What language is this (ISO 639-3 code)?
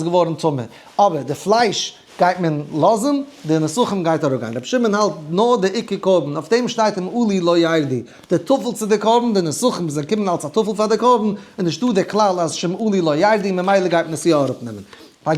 yid